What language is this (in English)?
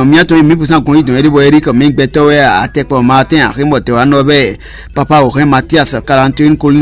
Fon